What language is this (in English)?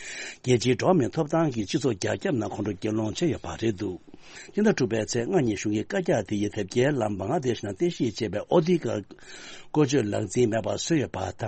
Tibetan